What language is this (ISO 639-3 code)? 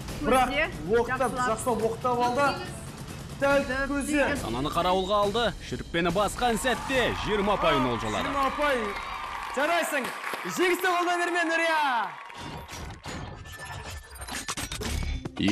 kaz